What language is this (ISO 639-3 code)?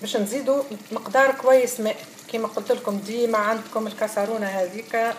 aeb